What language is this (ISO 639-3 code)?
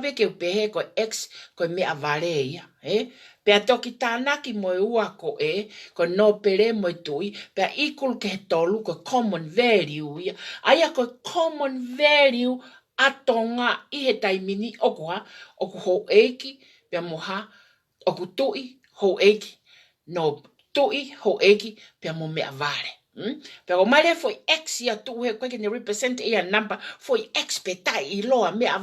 ton